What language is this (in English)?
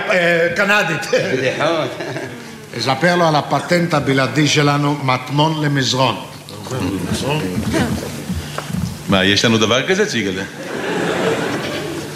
Hebrew